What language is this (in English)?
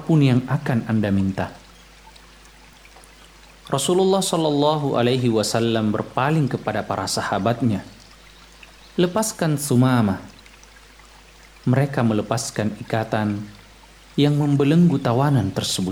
Indonesian